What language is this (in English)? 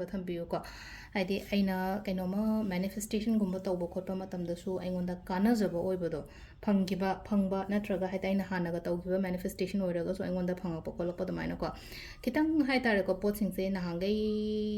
Manipuri